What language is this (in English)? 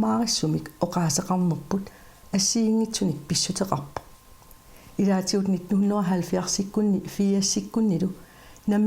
Kalaallisut